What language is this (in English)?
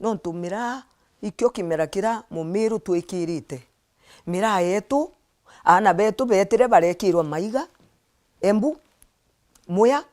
Meru